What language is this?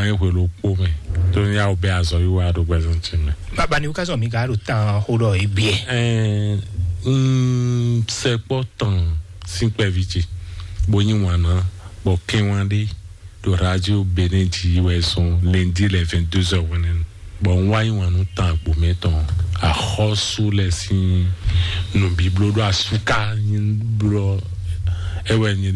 Fon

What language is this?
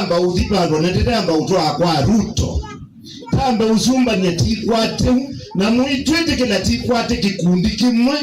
Kamba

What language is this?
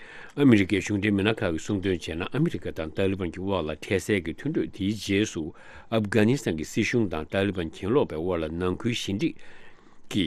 Tibetan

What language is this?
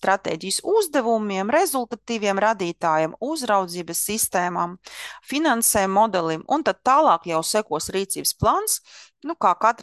Latvian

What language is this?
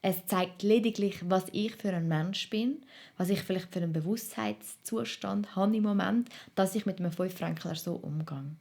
Swiss German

